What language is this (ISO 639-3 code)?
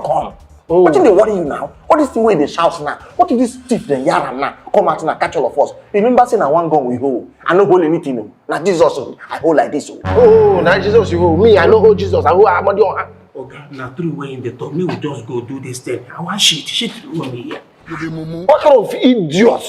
pcm